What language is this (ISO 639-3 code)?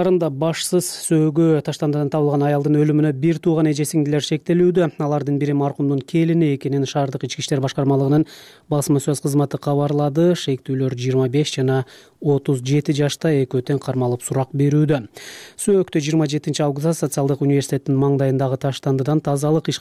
kir